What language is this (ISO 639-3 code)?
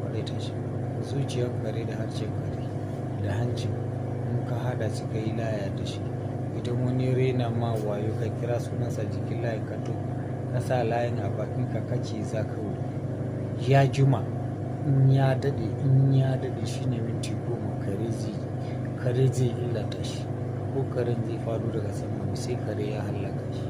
hau